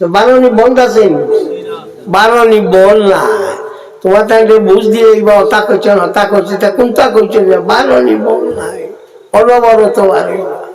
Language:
Sylheti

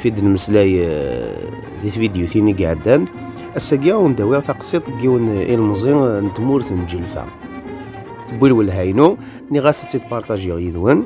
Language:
Kabyle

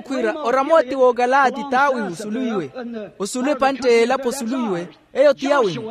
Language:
Makhuwa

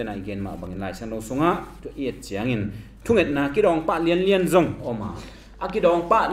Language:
Tedim Chin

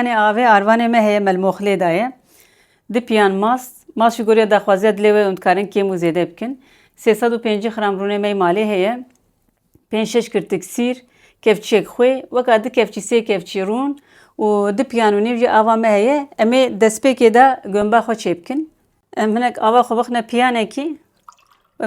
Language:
Kurdish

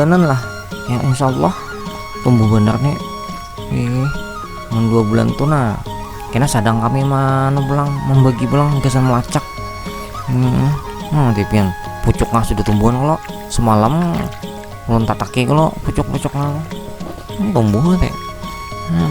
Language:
Banjar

